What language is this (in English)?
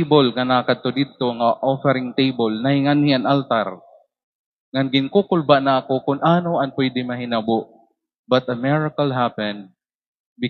Waray